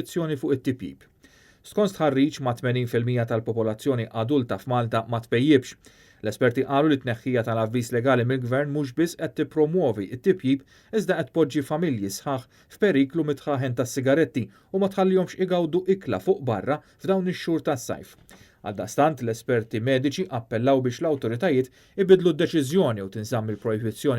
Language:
Maltese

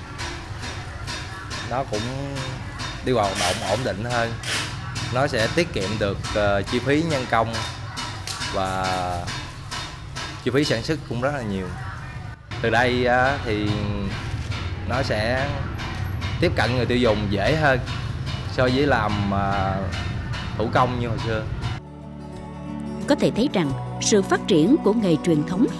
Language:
Vietnamese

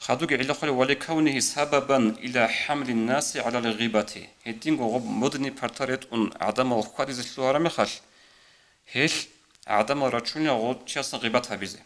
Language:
Avaric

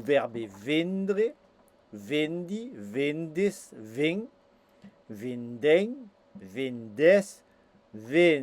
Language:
Occitan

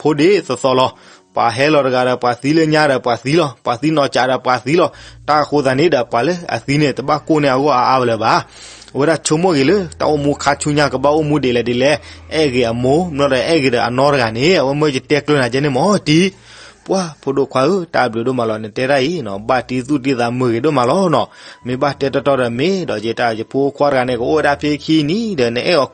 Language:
S'gaw Karen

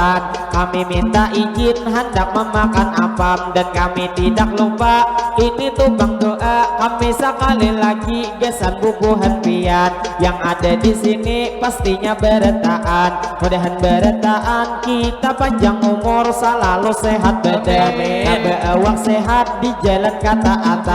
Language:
Banjar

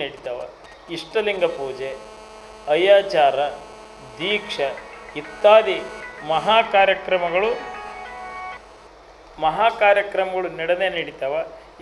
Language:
Kannada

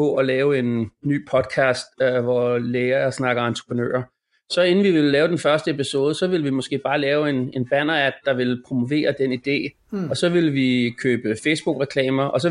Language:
Danish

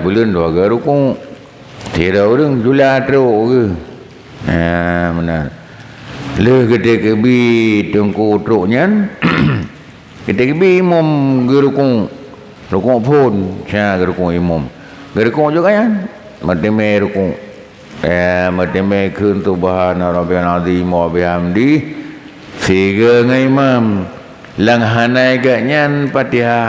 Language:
Achinese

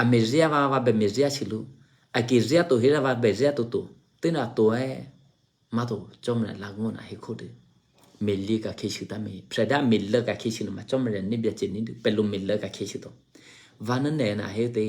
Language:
Eastern Kayah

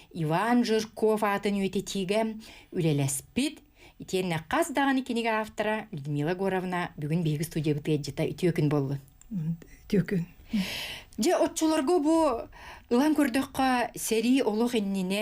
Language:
Yakut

